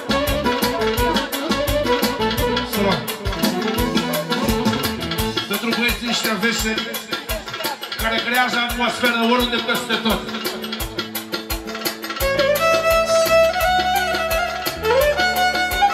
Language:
Romanian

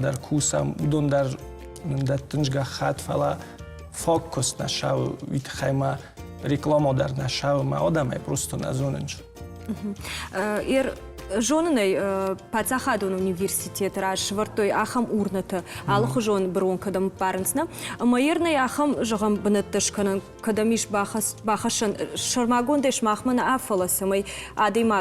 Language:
Ossetic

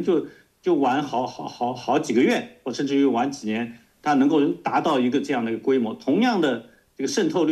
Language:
Chinese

